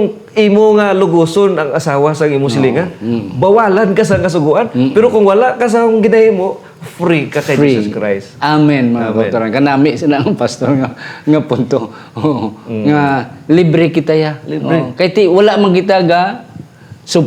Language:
Hiligaynon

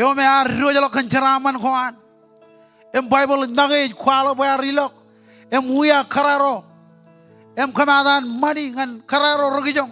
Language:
Marshallese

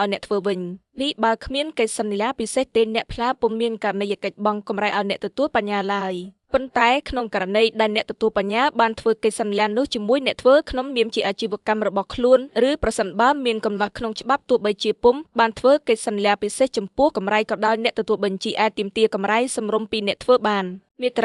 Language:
Khmer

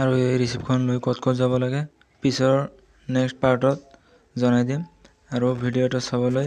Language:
Assamese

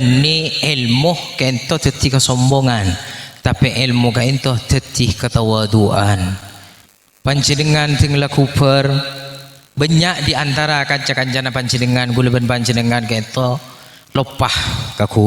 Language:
Madurese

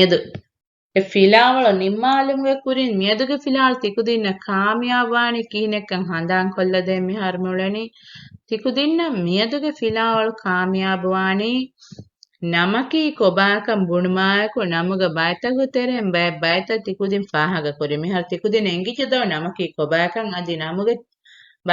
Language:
Divehi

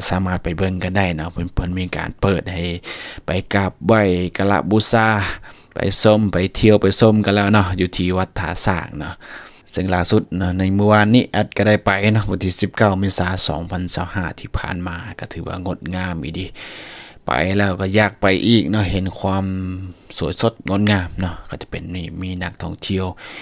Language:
Lao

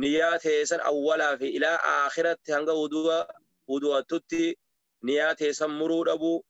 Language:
Oromo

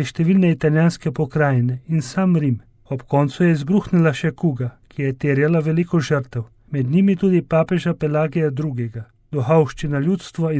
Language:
Slovenian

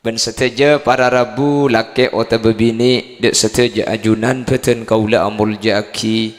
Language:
Madurese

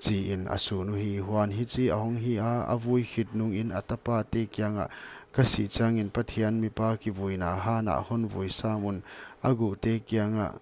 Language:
Paite Chin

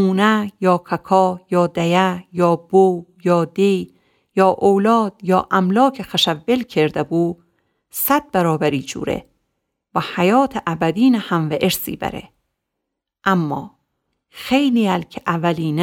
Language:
Gilaki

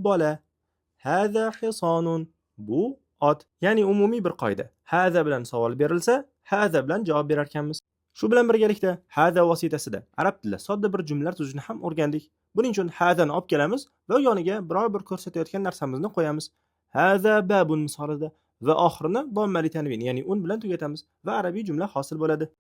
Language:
Uzbek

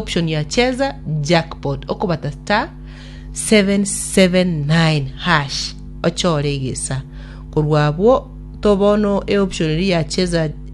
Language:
Gusii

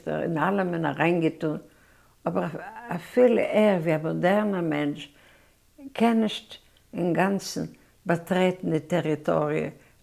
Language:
Yiddish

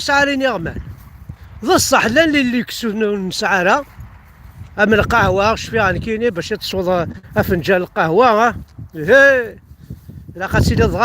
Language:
Kabyle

